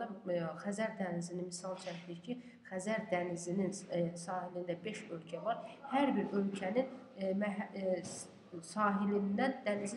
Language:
Azerbaijani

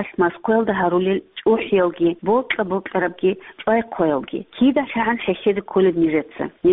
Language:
Avaric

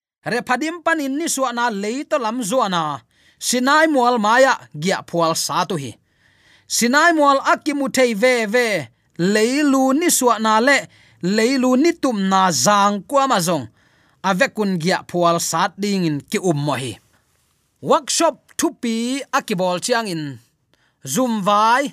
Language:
Tedim Chin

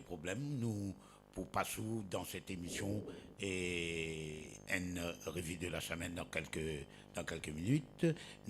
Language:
Morisyen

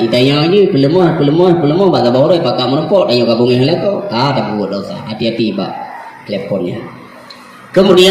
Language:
Achinese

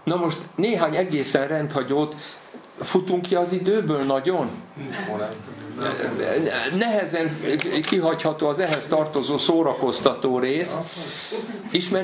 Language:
Hungarian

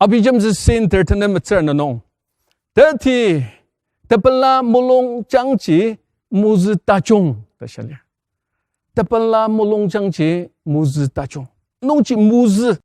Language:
Ao Naga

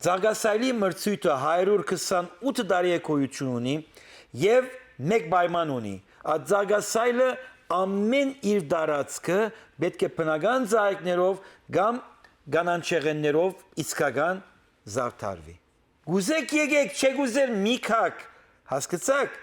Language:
Western Armenian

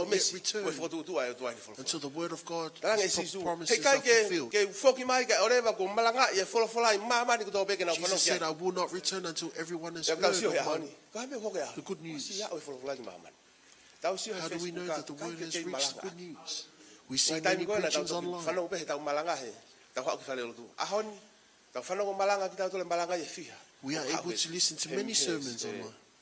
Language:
Tongan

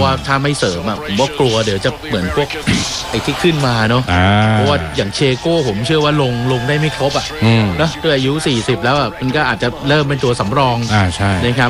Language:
Thai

